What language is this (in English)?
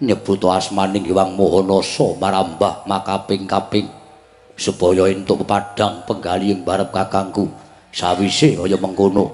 Javanese